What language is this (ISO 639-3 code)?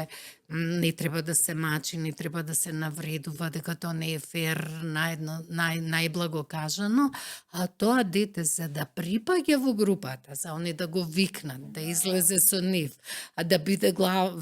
mkd